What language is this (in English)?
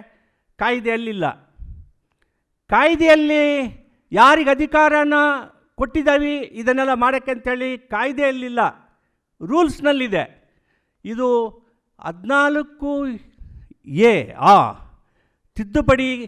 Kannada